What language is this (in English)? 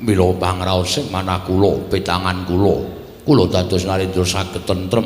Javanese